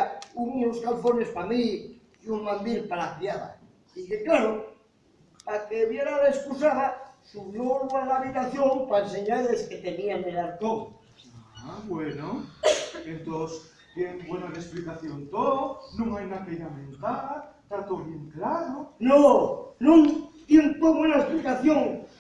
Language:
Asturian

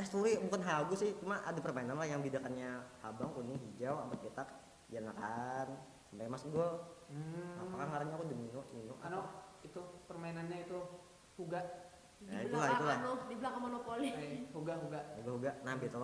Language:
Banjar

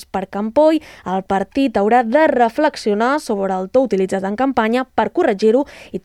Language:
Catalan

